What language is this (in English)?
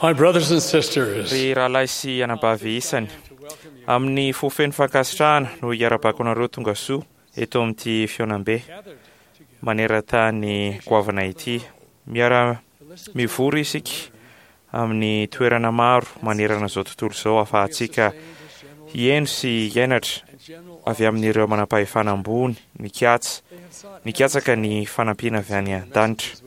Malagasy